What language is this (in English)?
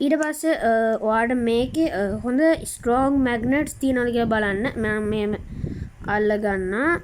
Sinhala